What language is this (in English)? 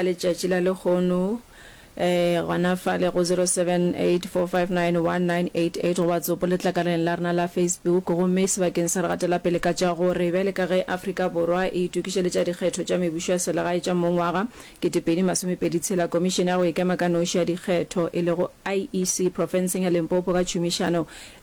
Northern Sotho